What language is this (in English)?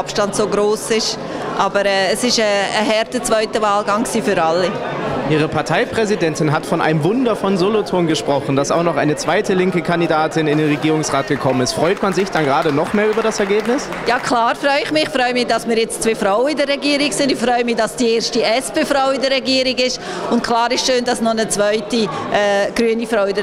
German